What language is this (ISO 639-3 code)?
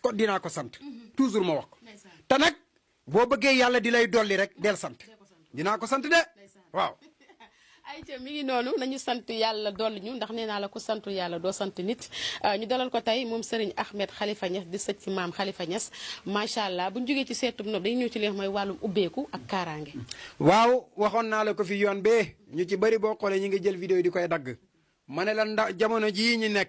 wol